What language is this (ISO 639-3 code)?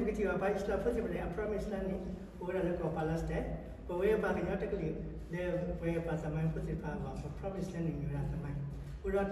ksw